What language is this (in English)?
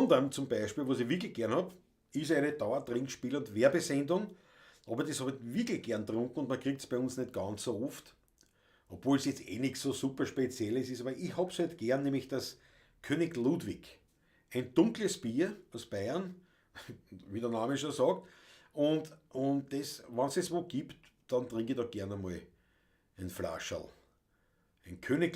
Bavarian